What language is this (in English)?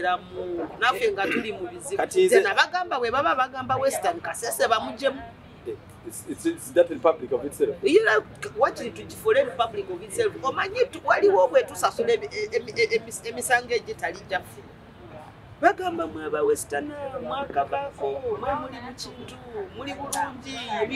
Ganda